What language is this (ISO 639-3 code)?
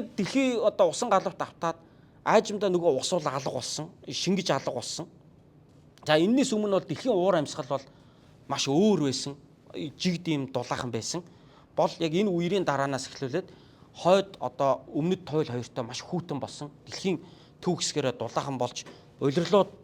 mon